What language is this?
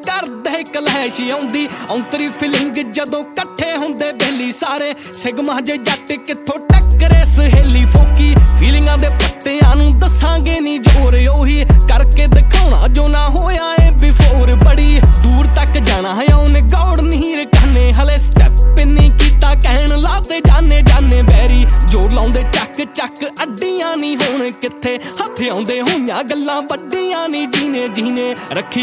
Punjabi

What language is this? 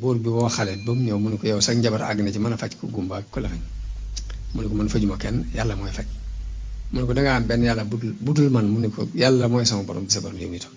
Wolof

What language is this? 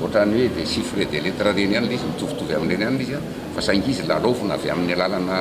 Malagasy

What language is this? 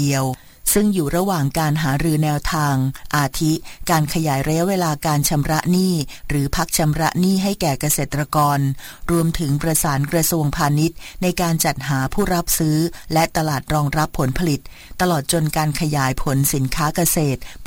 Thai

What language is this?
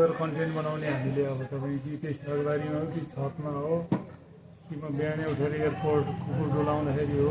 Nepali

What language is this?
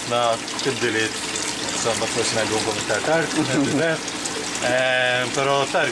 Maltese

